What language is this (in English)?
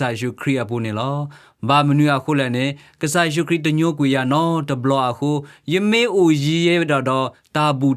S'gaw Karen